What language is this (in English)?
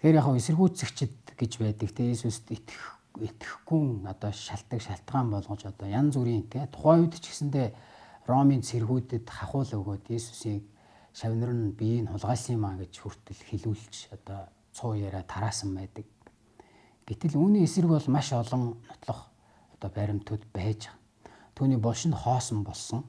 Mongolian